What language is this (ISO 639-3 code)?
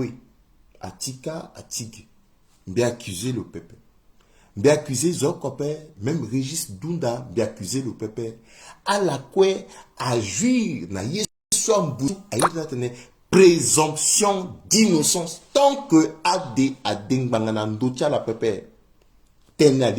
sag